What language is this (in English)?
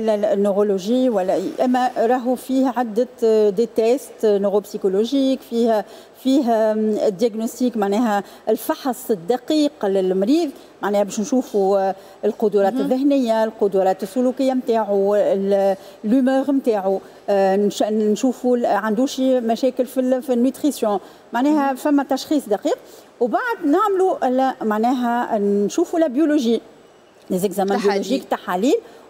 Tunisian Arabic